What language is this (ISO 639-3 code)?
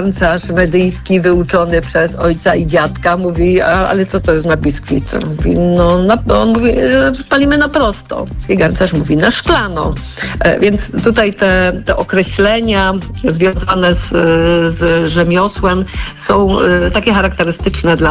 pol